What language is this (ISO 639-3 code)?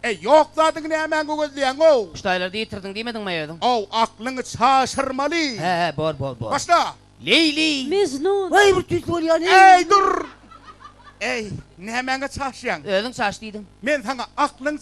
tuk